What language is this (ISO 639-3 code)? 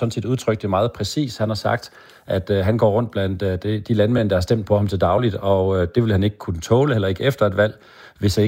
dan